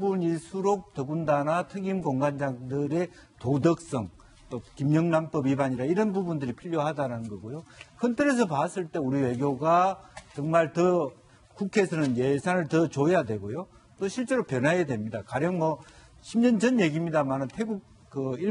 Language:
Korean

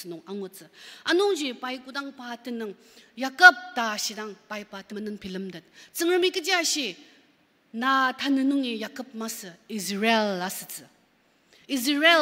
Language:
Ao Naga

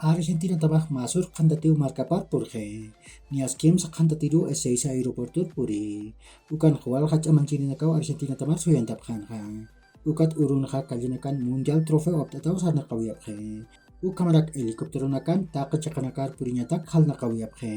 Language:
Aymara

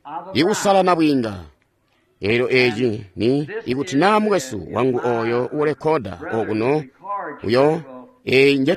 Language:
Tonga (Zambia)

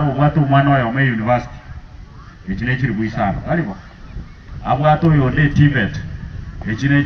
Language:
Gusii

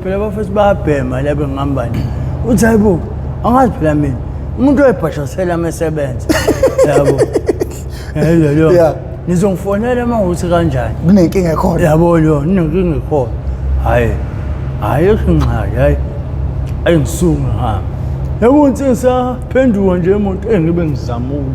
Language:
Zulu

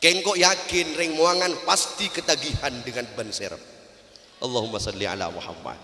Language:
Madurese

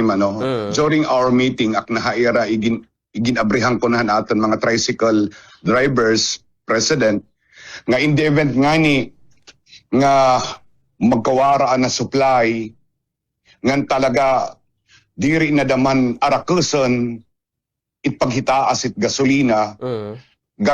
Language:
Waray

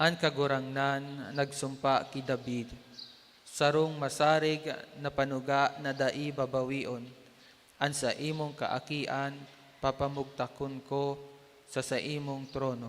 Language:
Bikol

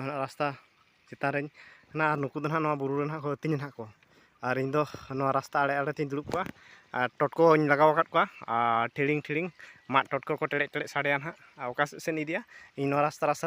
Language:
Santali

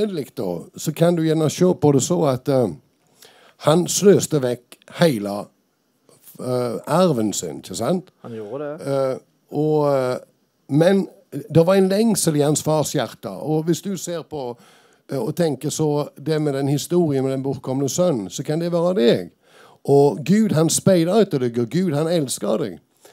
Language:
Norwegian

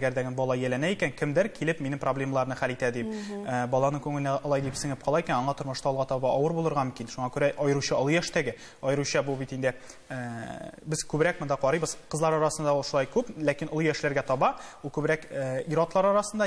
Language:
Tatar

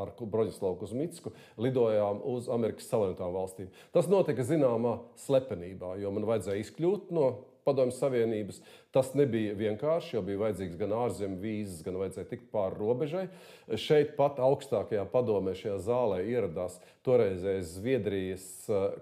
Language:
Latvian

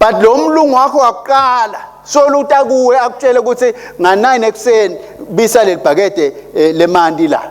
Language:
Swati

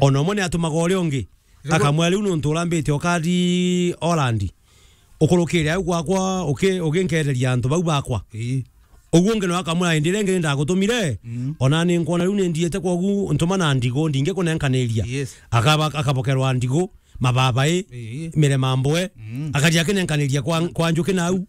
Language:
Meru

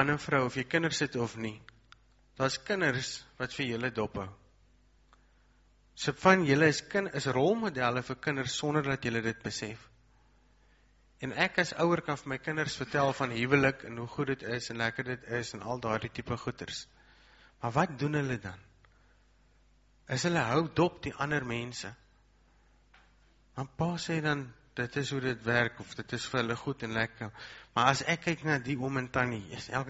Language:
Afrikaans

